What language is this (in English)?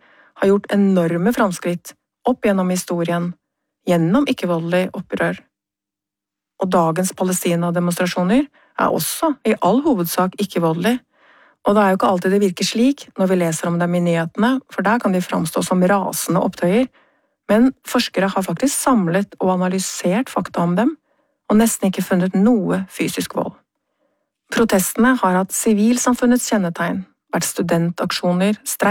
Norwegian